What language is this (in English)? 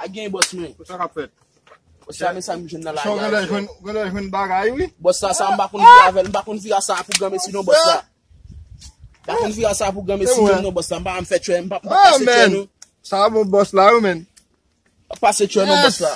Haitian Creole